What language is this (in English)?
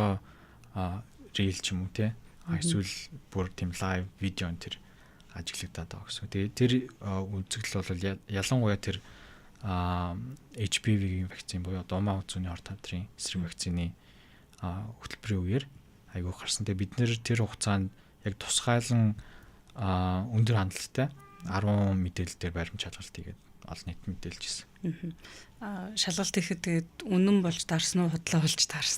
Mongolian